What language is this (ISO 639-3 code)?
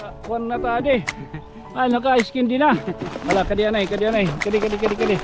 war